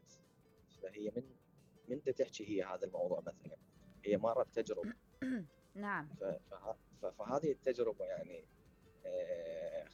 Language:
Mesopotamian Arabic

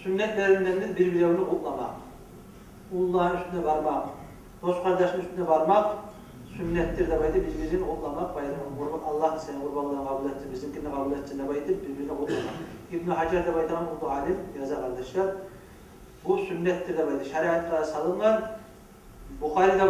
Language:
Kumyk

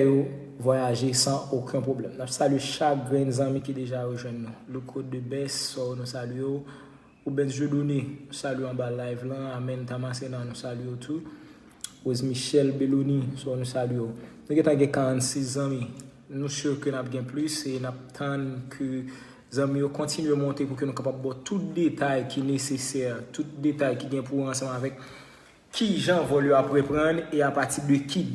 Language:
Haitian Creole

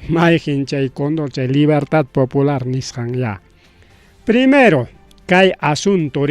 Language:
Ayacucho Quechua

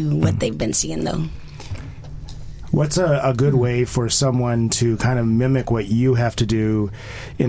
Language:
English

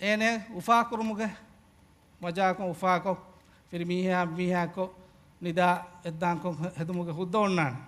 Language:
Divehi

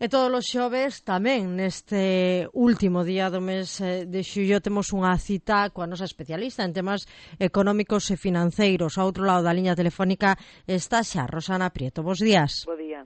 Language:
Galician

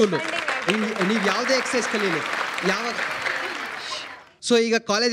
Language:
Kannada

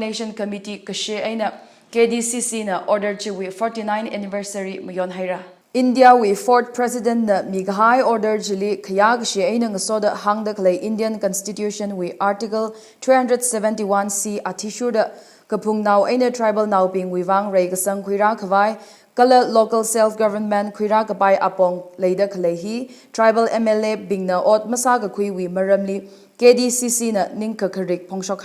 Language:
Tangkhul Naga (India)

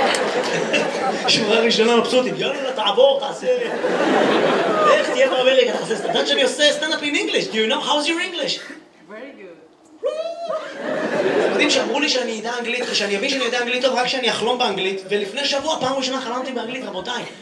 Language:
Hebrew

